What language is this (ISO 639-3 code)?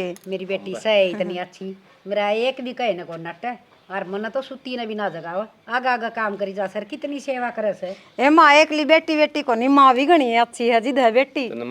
bgc